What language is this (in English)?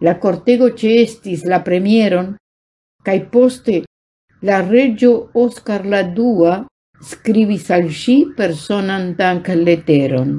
Esperanto